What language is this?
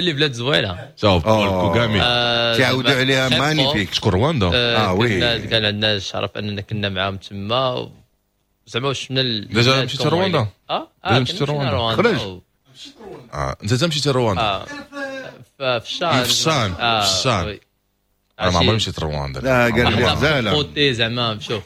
Moroccan Arabic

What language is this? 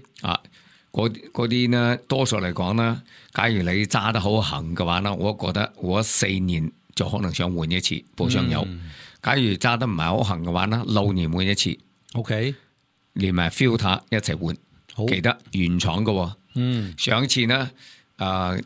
Cantonese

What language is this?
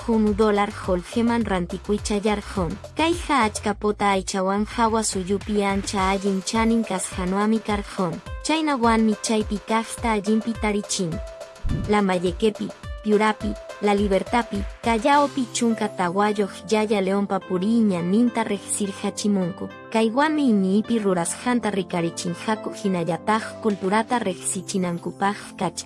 Quechua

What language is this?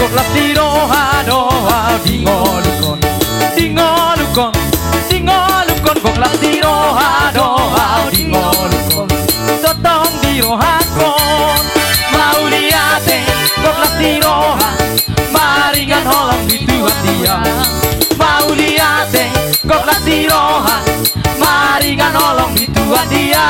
Batak Toba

